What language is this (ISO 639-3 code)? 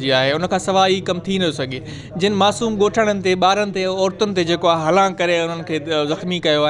snd